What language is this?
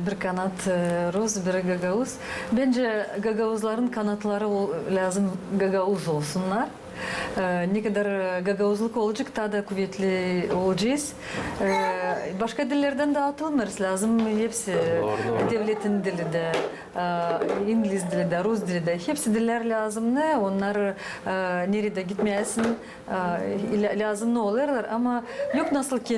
Gagauz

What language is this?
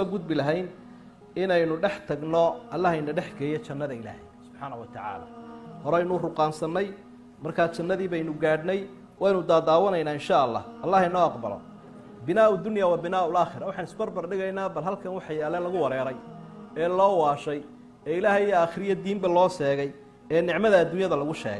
Somali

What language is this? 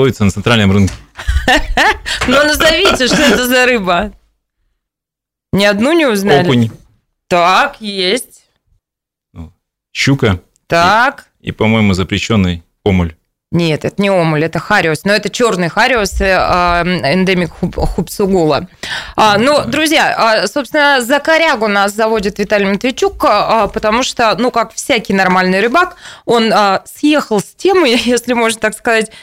Russian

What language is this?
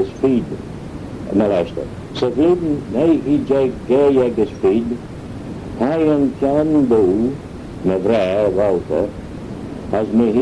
Manx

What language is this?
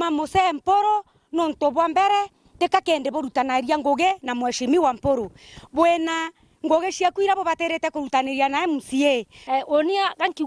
Meru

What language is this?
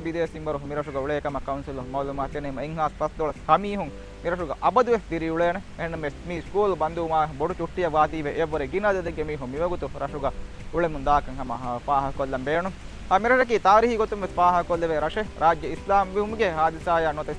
Divehi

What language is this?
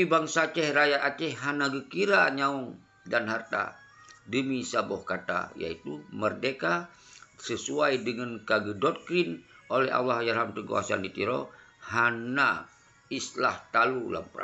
Achinese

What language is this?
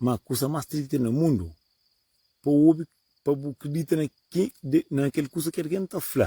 Kabuverdianu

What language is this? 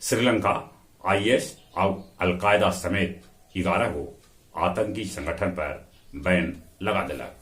Magahi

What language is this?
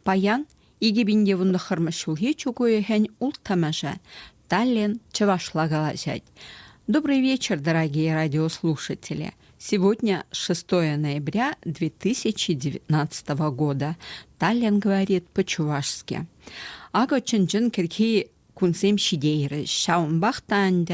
Chuvash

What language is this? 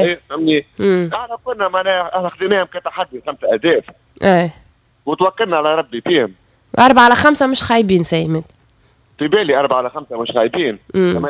Tunisian Arabic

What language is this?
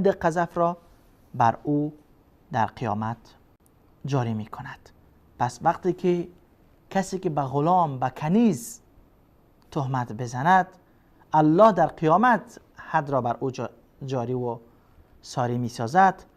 Persian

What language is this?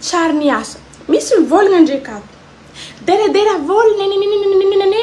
Malagasy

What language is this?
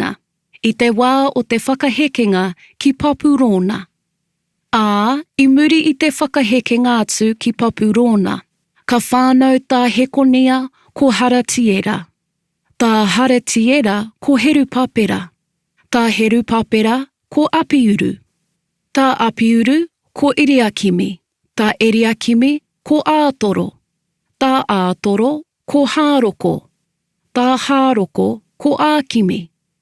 Māori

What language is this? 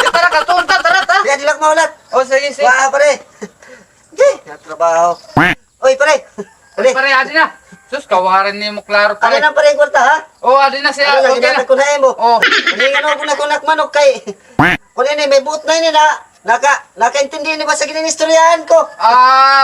Waray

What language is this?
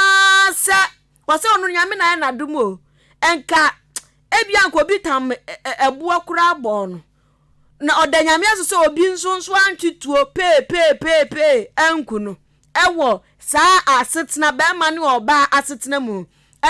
Akan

